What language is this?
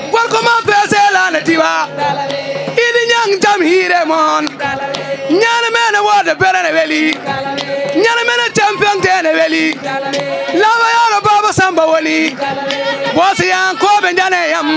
Fula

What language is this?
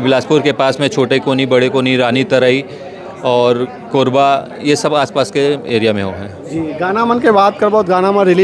Chhattisgarhi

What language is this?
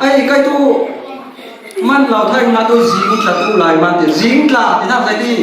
Falam Chin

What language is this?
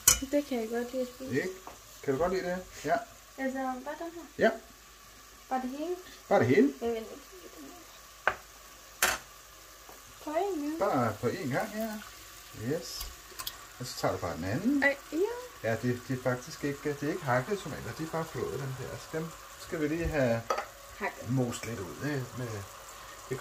Danish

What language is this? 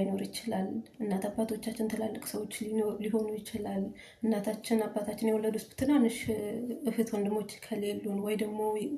Amharic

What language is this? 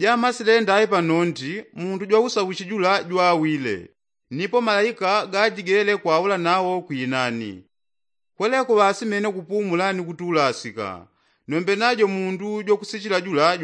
Yao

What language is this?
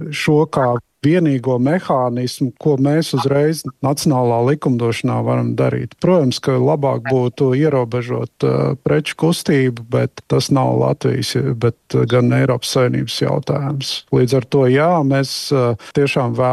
Latvian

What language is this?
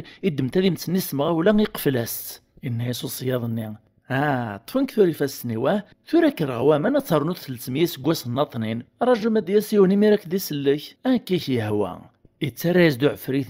Kabyle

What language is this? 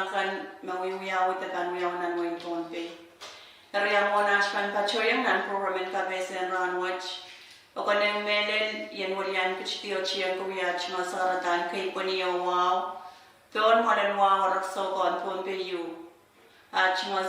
Pohnpeian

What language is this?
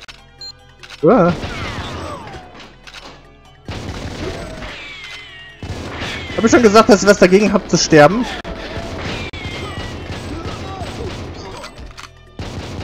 German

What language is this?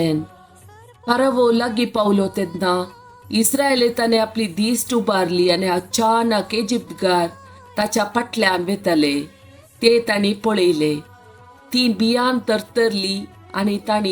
Konkani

